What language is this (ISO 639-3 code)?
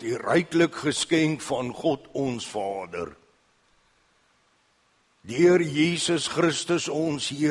afr